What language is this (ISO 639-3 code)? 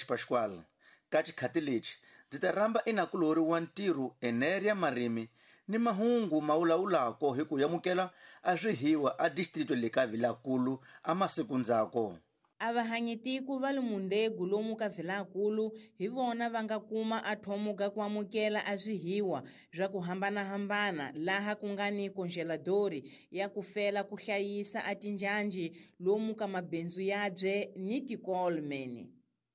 tso